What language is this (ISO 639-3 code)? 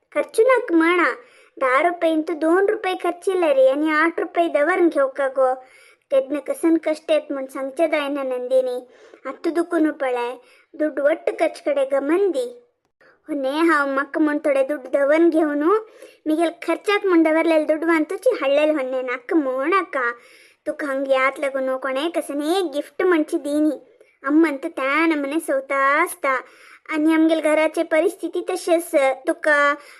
kok